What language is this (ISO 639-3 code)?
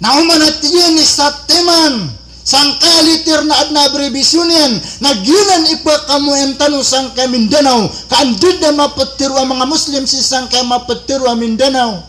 mrw